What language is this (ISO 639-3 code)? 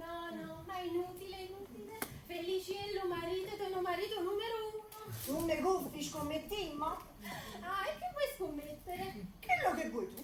nap